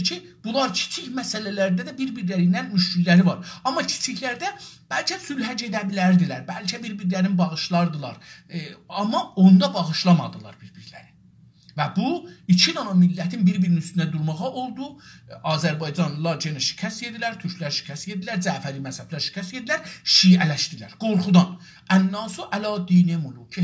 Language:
South Azerbaijani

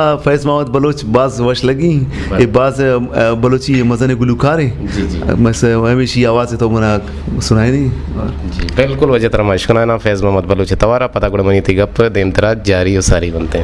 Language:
Eastern Balochi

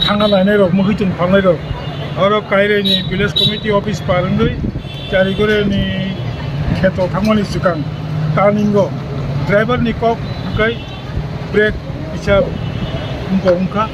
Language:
Kok Borok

